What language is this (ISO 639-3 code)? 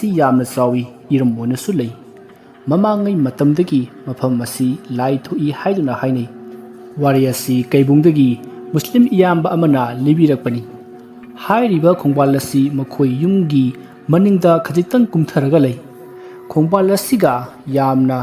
mni